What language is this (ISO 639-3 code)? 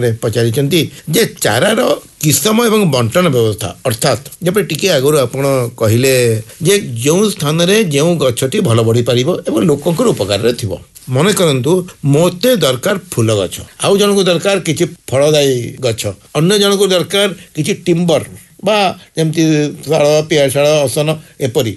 ori